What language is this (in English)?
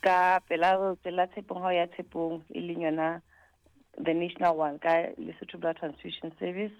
Southern Sotho